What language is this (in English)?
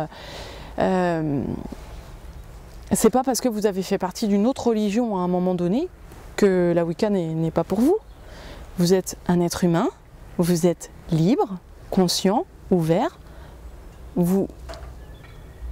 French